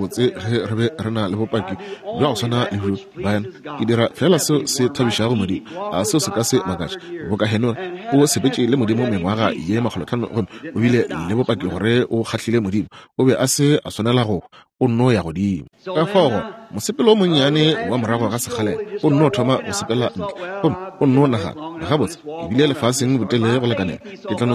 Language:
Northern Sotho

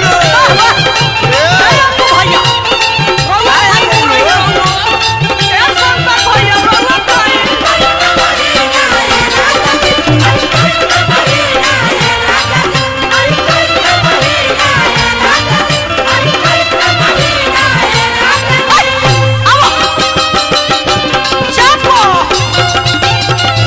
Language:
Bhojpuri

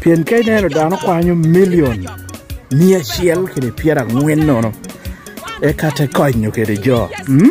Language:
Lango (Uganda)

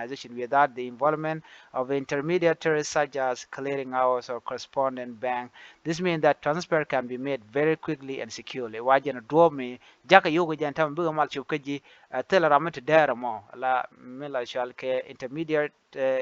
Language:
Nuer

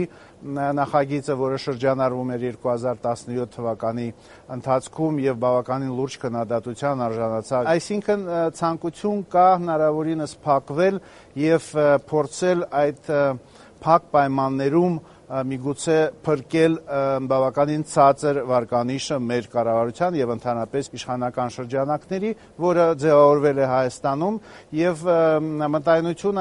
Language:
Armenian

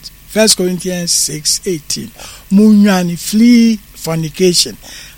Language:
Akan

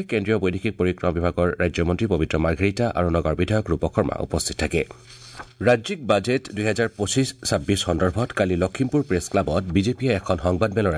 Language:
Assamese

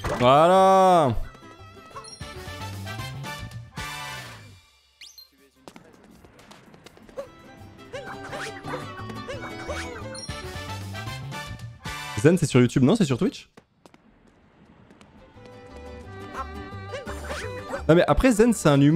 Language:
French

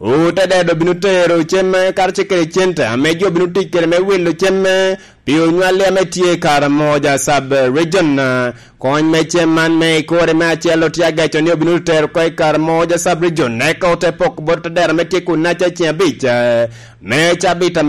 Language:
Lango (Uganda)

